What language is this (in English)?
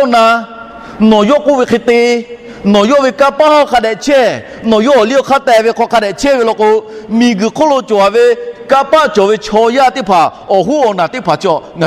Lahu